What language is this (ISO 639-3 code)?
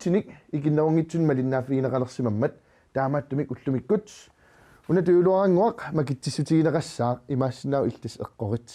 kal